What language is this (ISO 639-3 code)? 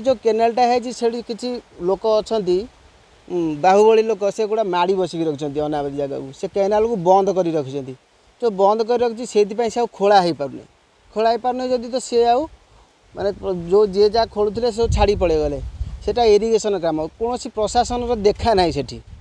ori